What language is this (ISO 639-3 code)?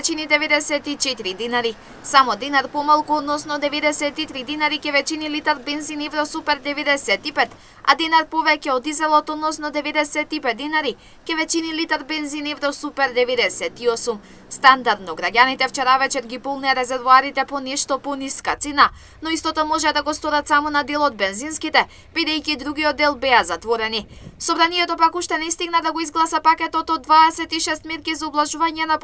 mkd